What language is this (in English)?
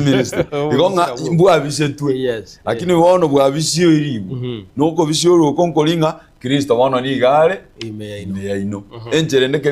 Gusii